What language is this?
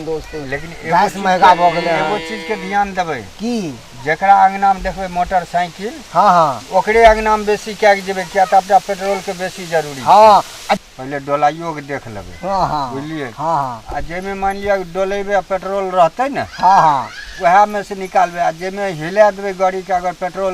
Maithili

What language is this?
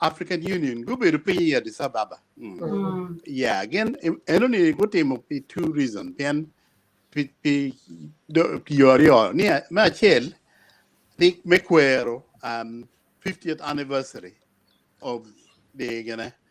Acoli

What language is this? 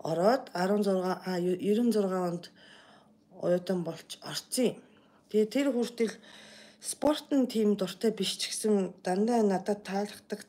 Mongolian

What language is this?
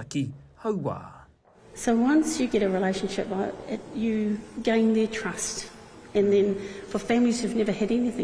Māori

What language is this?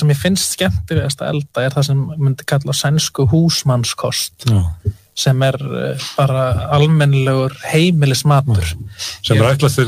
Icelandic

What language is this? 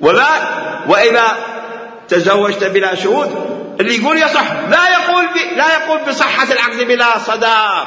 Mesopotamian Arabic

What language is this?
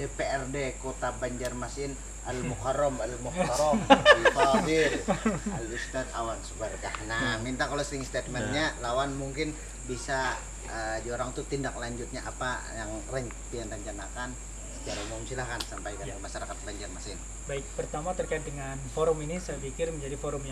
Banjar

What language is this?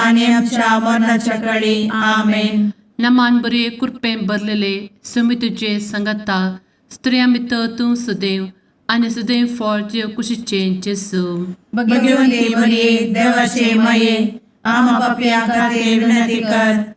Konkani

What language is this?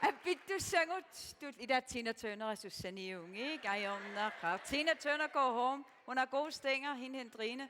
Kalaallisut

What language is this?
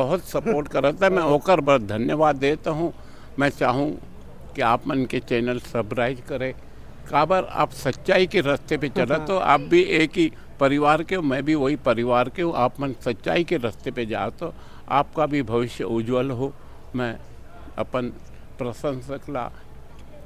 Chhattisgarhi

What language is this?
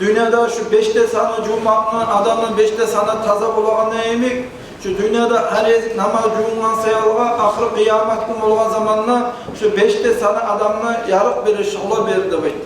Kumyk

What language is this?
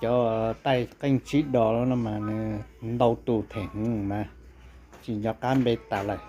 Hmong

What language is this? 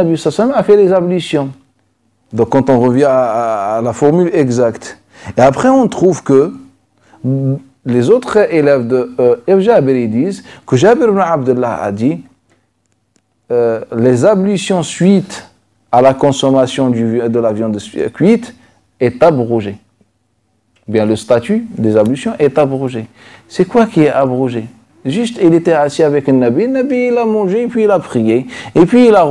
French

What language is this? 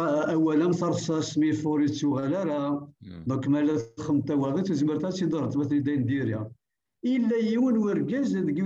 Kabyle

